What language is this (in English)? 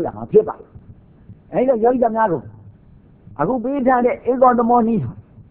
Burmese